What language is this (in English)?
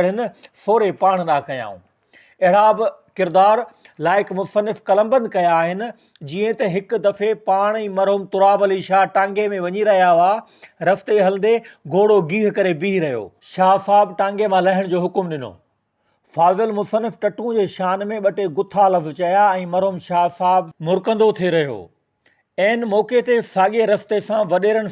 Sindhi